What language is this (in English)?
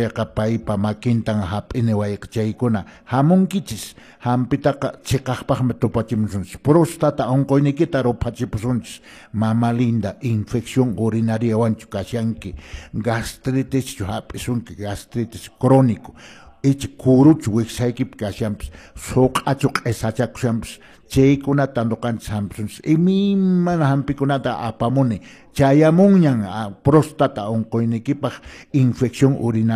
Quechua